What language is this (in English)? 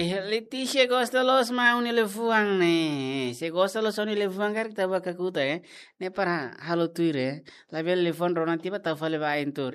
Tetum